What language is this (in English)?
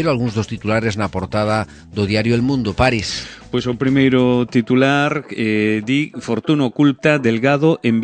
Galician